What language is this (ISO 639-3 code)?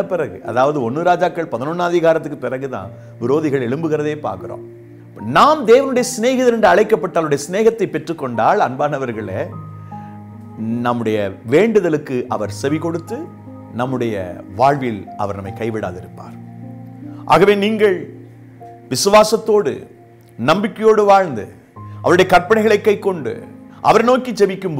tam